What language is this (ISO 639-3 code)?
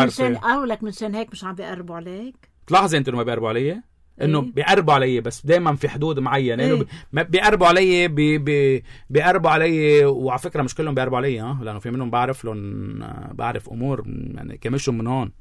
apc